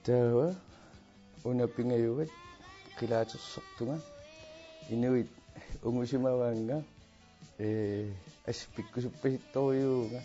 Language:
Kalaallisut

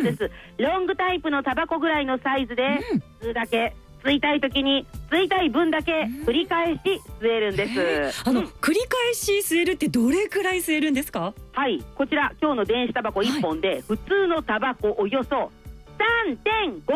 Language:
Japanese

